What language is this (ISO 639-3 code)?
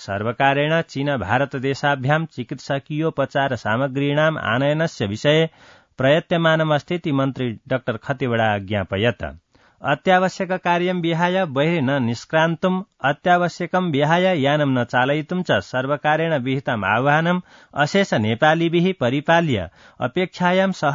san